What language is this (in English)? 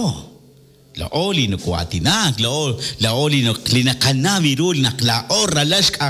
Kekchí